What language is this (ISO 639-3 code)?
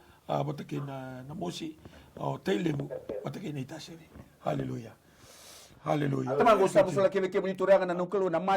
fij